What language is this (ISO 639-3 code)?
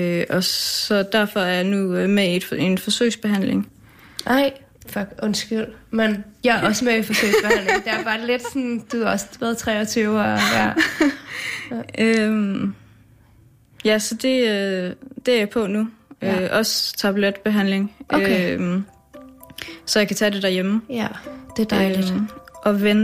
dan